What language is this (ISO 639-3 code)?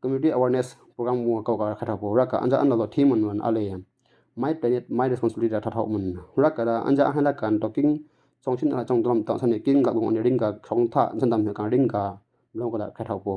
mxj